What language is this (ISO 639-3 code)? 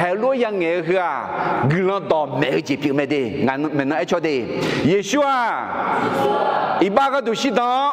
ahk